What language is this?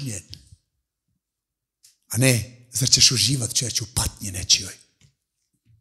Bosnian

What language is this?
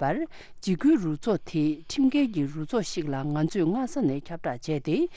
Tibetan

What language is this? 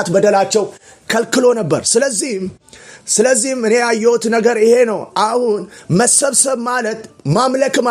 Amharic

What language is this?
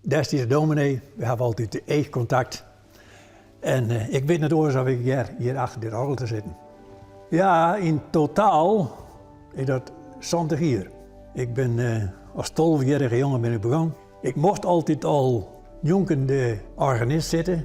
Western Frisian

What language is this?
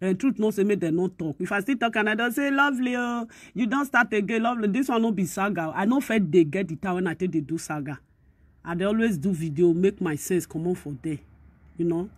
Nigerian Pidgin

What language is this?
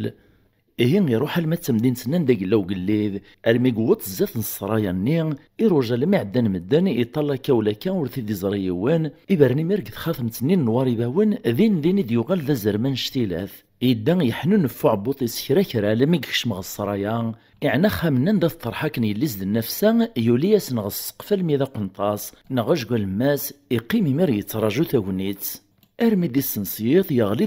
Kabyle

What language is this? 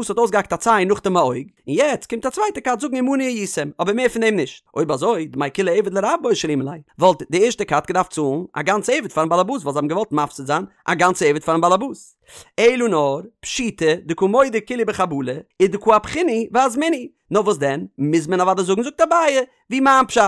Yiddish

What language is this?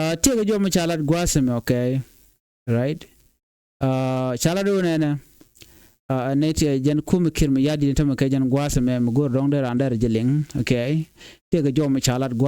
Nuer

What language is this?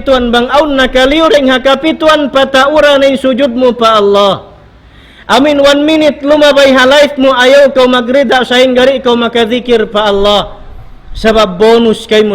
Tausug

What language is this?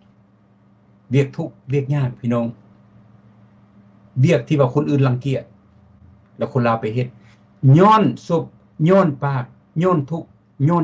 Lao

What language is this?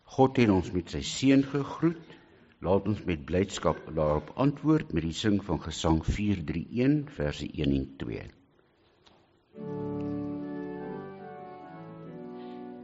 Afrikaans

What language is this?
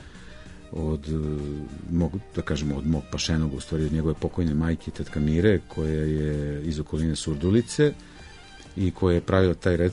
Serbian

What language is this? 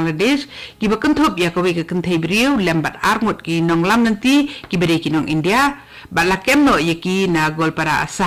Khasi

